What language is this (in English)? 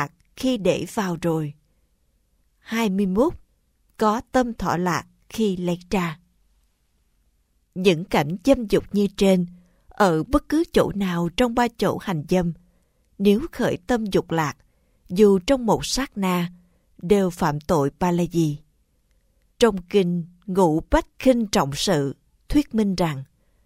Vietnamese